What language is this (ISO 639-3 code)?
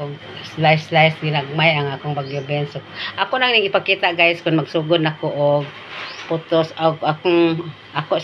ceb